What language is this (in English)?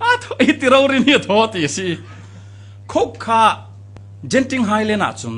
Falam Chin